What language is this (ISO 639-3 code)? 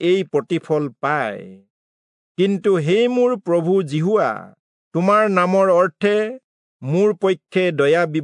asm